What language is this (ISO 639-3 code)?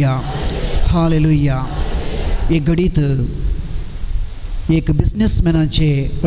kok